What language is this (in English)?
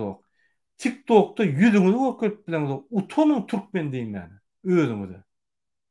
Turkmen